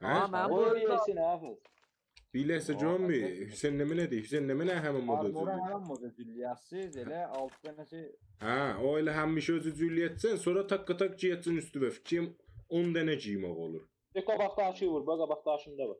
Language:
South Azerbaijani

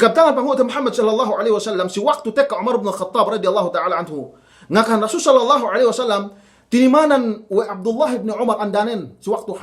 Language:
Yakan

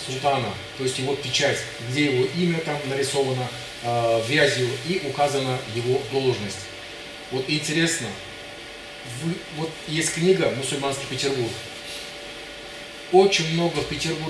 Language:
Russian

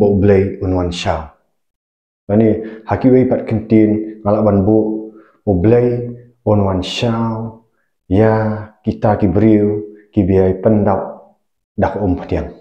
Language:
Khasi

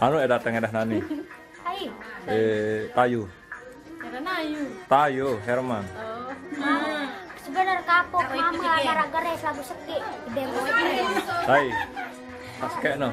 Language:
Sasak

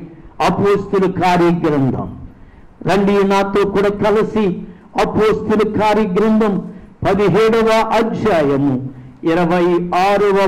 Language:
Telugu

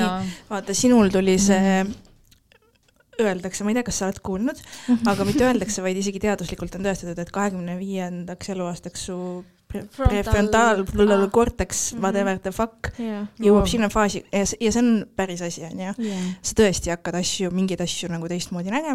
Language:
Estonian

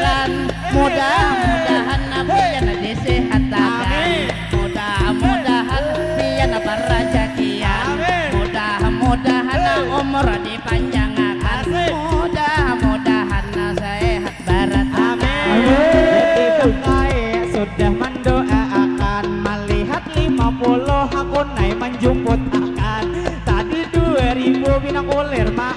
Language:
Banjar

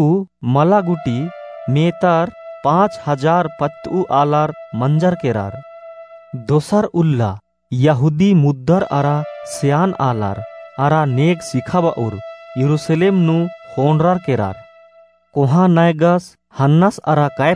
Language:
Kurukh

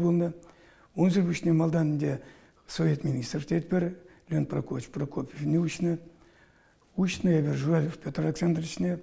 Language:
Chuvash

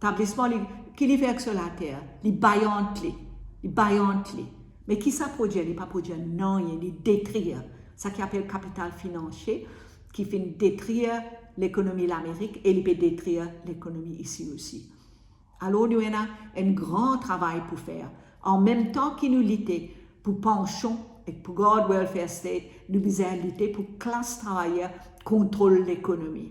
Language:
Morisyen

